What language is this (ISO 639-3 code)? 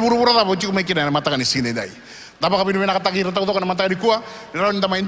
fij